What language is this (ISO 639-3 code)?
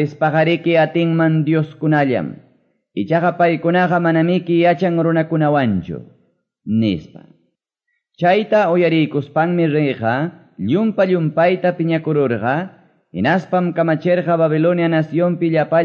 que